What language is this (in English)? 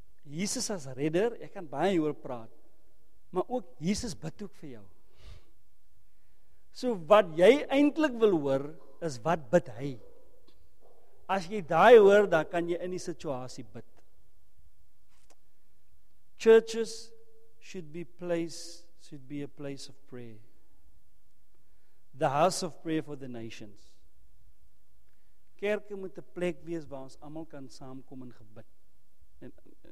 Afrikaans